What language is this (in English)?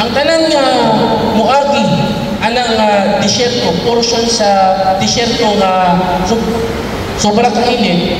Cebuano